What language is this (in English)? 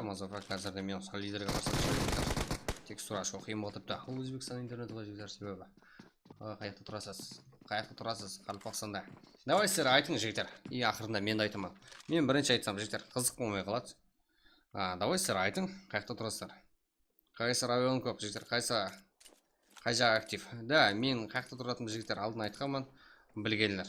Kara-Kalpak